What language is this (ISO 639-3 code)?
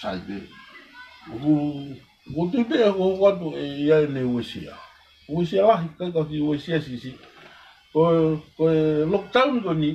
ton